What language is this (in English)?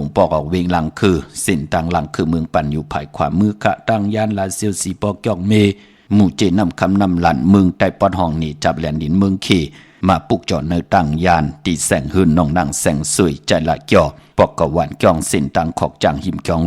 Shan